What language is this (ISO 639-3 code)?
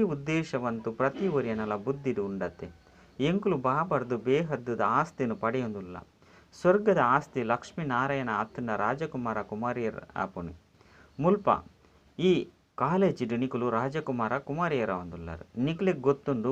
tcy